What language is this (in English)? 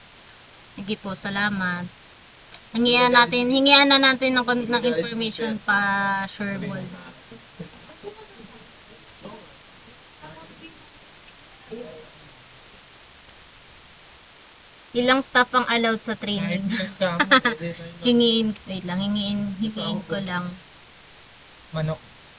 Filipino